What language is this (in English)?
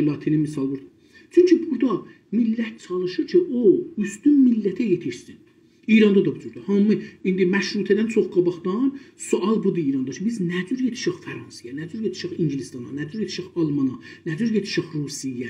South Azerbaijani